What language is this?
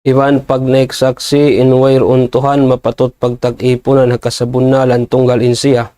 Tausug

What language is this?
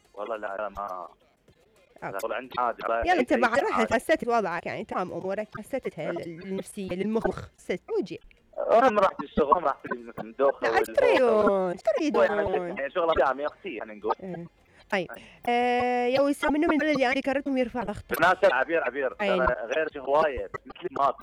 Mesopotamian Arabic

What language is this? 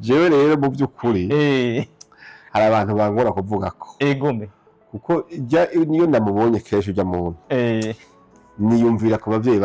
Rundi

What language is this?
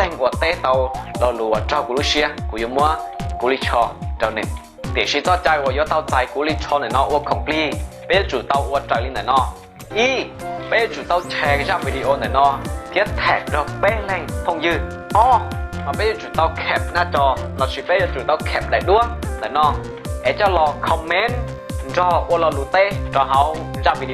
Hmong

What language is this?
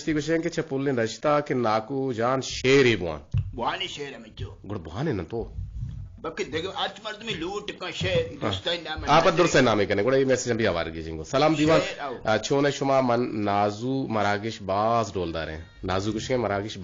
Eastern Balochi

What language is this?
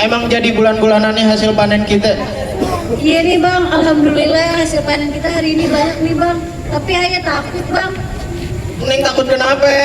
Betawi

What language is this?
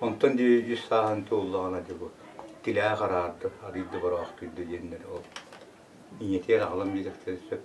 Yakut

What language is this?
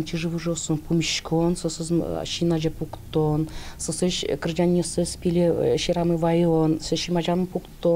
Udmurt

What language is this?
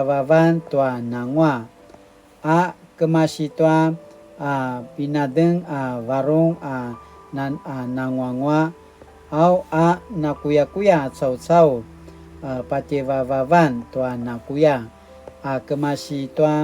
Paiwan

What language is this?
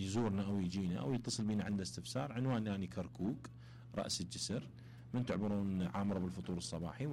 Mesopotamian Arabic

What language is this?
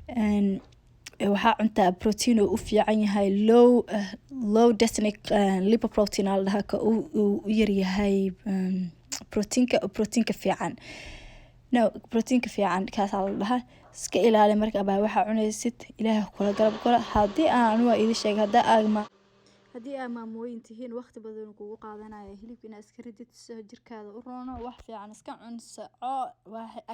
Somali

